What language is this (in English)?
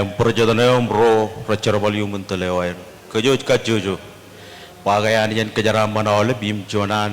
Marshallese